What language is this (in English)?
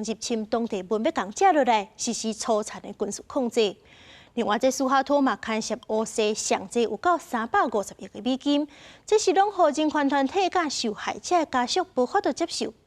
Min Nan Chinese